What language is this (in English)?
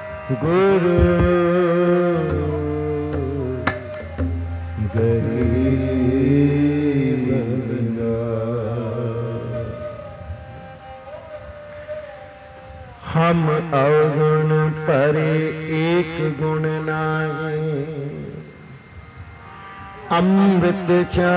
Punjabi